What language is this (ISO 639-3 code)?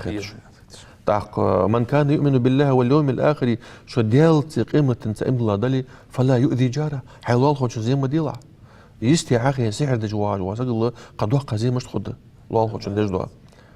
inh